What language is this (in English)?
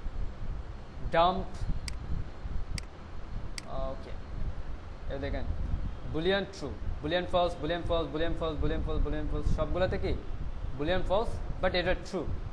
Bangla